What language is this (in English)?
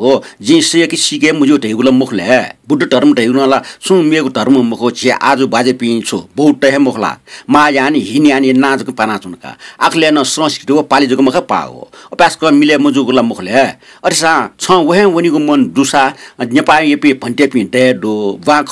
Newari